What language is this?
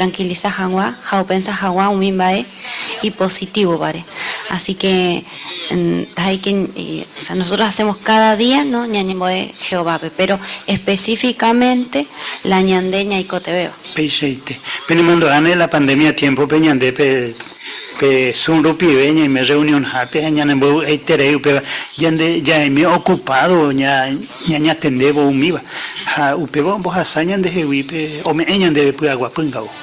Guarani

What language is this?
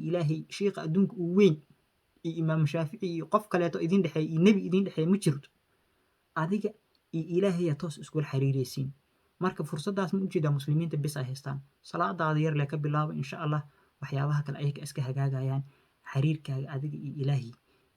Somali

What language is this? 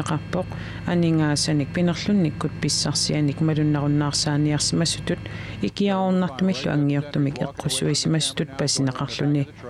Kalaallisut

